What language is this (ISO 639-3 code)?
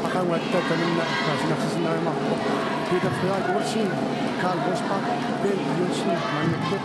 kal